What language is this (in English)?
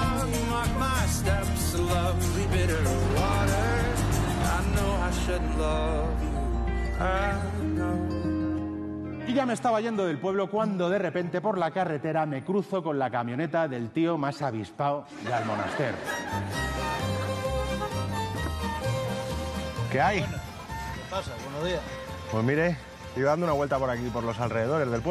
Spanish